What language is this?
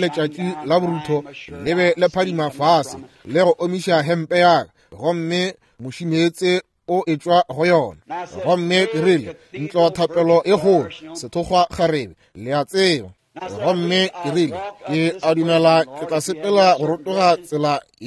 Northern Sotho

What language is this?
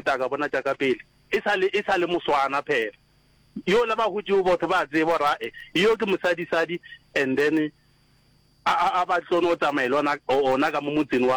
Northern Sotho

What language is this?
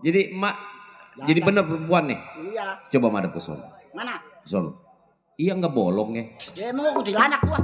Betawi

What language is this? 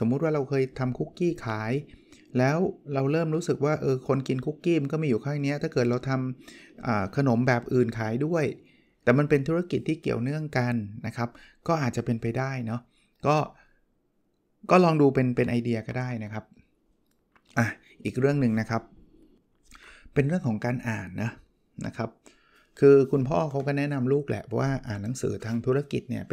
Thai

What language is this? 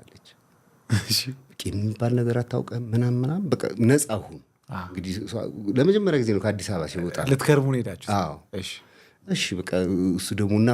Amharic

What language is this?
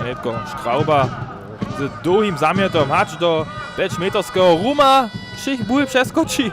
Upper Sorbian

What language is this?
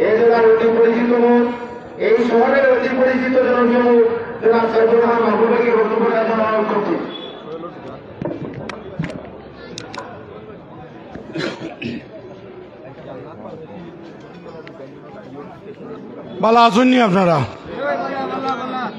Bangla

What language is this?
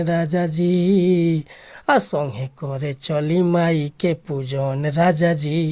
Bhojpuri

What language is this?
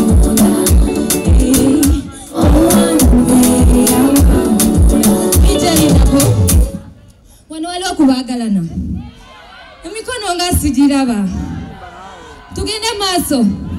Ganda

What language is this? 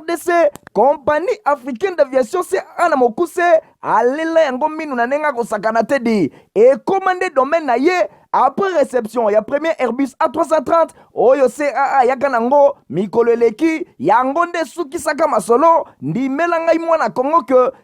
Lingala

